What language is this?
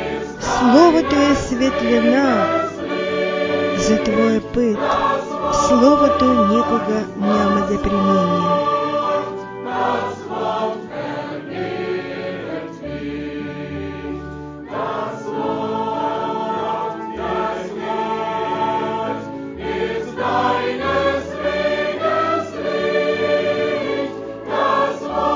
Bulgarian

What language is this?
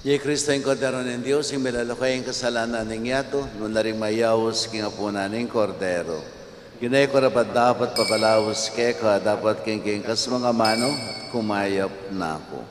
Pampanga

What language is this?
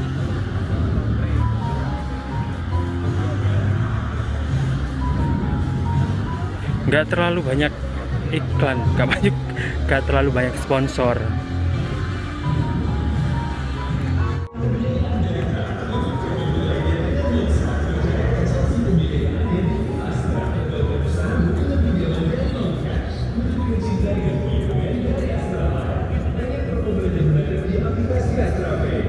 Indonesian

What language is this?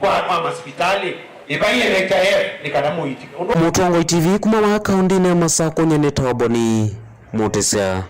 Kamba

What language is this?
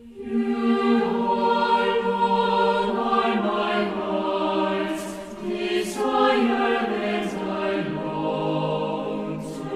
South Bolivian Quechua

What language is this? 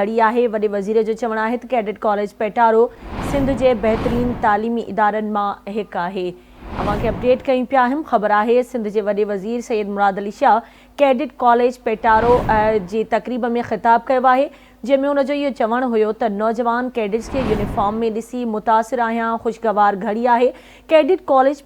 Sindhi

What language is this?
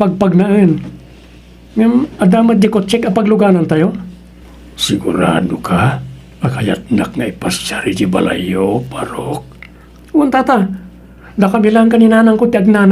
Iloko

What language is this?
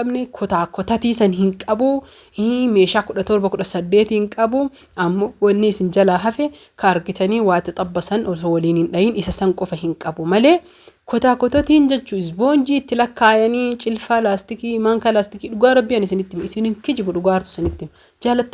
Oromo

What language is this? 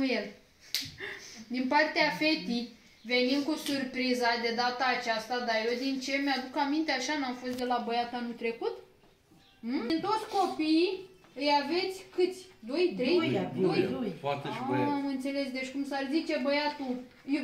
Romanian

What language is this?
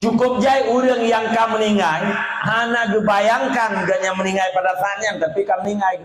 Achinese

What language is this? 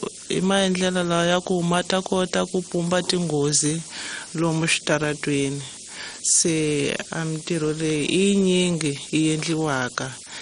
Tsonga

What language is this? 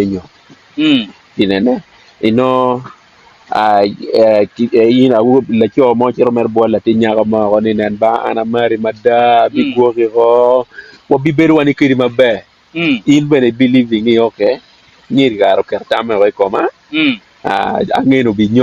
Acoli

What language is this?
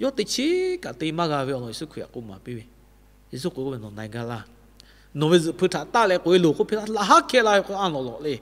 Lahu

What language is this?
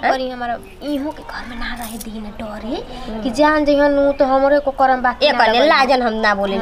Bhojpuri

